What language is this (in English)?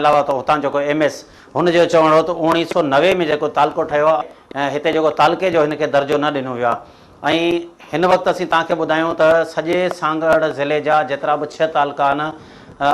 Sindhi